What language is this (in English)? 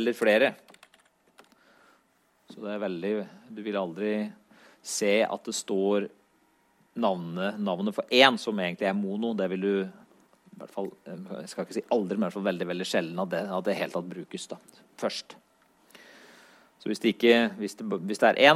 Norwegian